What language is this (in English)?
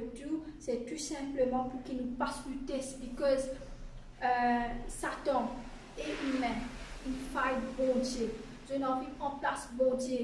Morisyen